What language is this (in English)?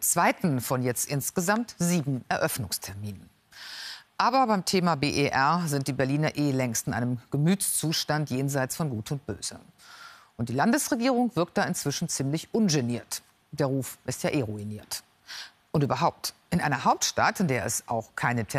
German